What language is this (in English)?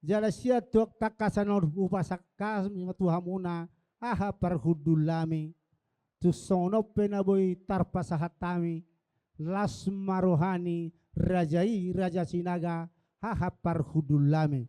Batak Toba